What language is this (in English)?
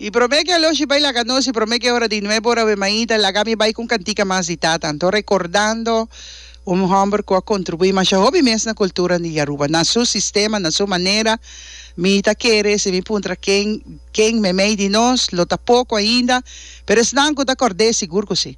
Papiamento